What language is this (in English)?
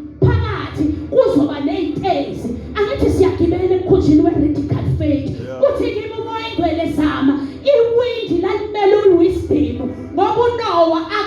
Zulu